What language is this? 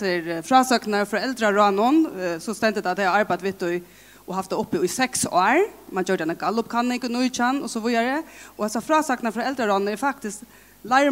Faroese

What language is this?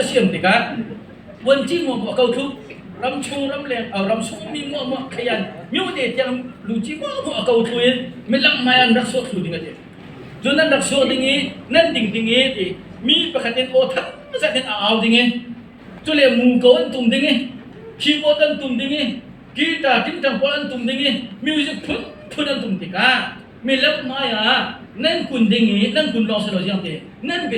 Hakha Chin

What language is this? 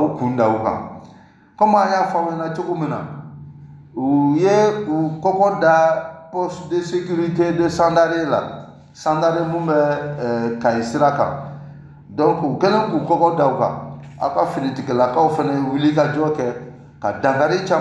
Bambara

